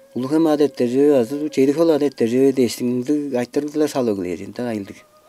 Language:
Tuvinian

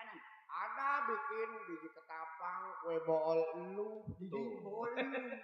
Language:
Betawi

